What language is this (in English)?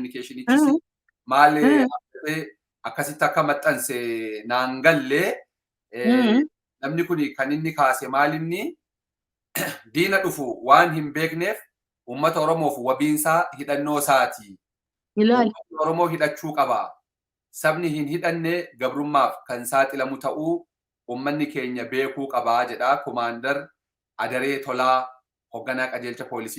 Oromo